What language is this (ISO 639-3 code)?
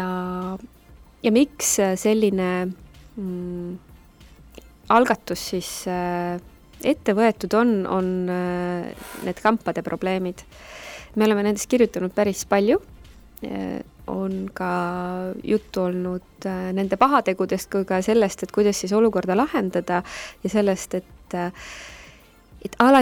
est